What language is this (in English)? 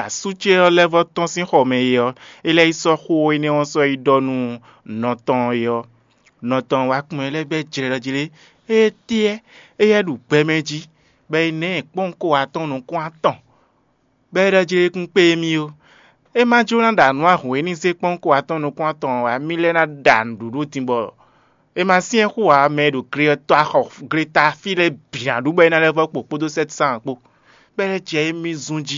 Fon